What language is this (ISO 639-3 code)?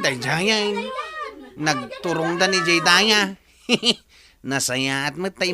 ilo